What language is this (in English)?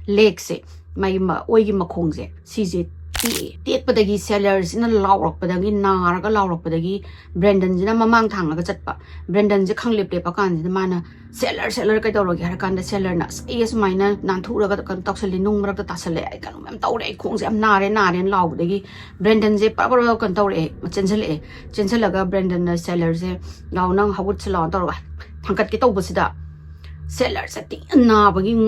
Manipuri